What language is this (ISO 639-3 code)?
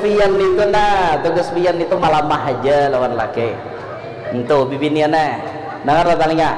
bjn